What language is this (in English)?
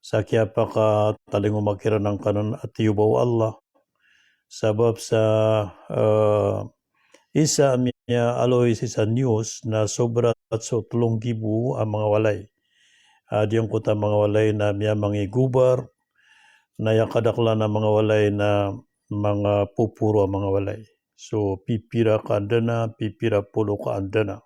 Maranao